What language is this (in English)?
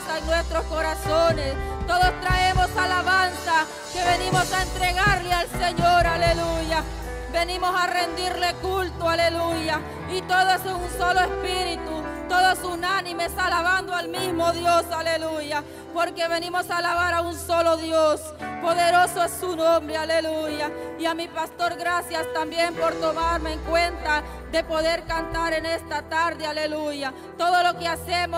Spanish